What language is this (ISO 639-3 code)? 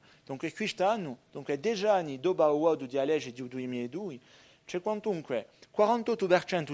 cos